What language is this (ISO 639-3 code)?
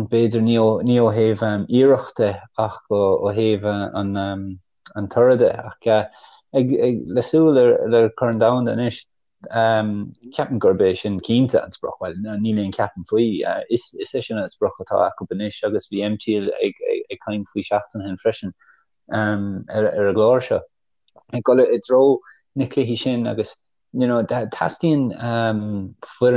gle